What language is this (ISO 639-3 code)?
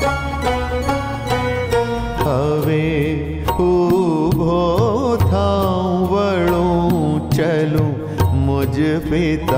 guj